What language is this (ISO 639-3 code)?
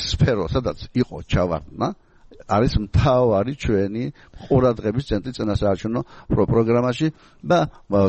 kat